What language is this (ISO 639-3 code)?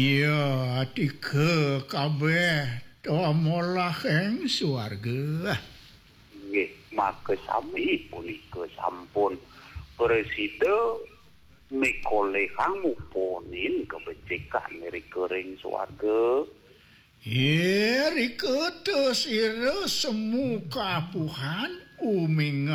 ban